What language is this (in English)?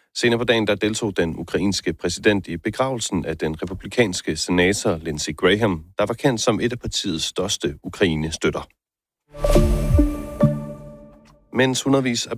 Danish